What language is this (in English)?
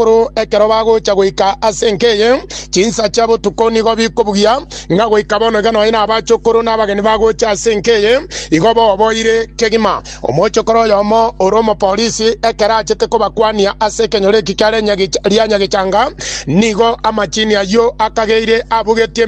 Gusii